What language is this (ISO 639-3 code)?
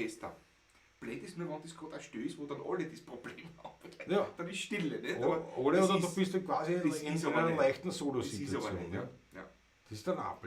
bar